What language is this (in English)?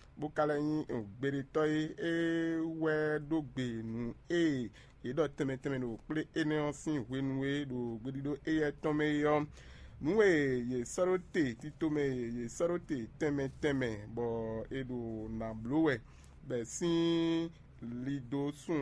Fon